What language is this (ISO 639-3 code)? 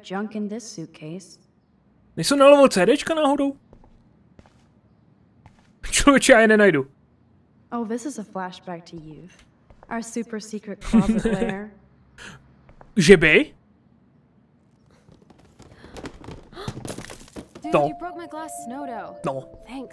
ces